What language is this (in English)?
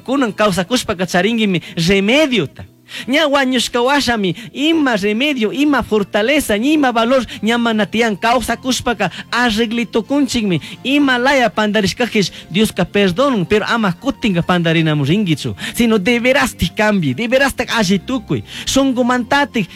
Chimborazo Highland Quichua